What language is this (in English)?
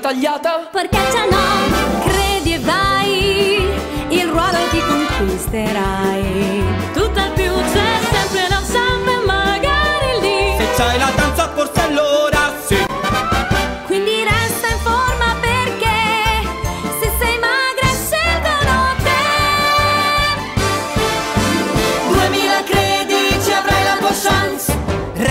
Italian